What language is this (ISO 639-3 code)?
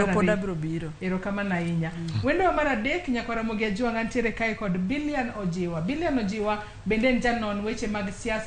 luo